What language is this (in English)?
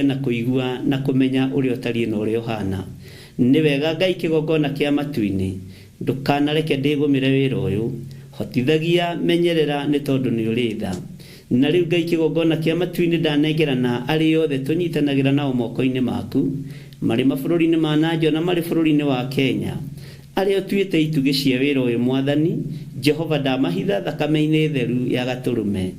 Kikuyu